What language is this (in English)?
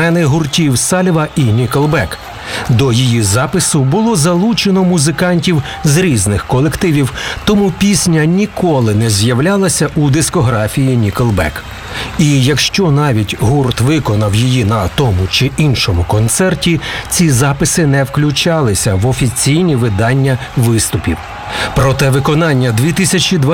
Ukrainian